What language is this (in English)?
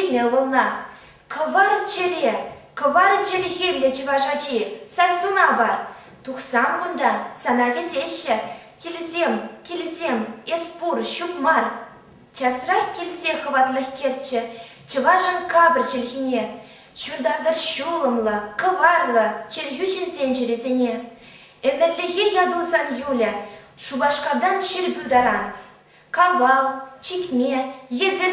Chuvash